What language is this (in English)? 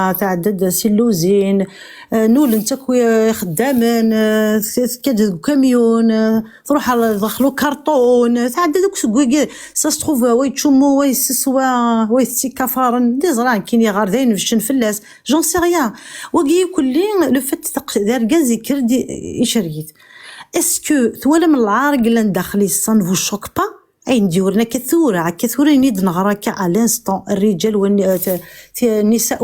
Kabyle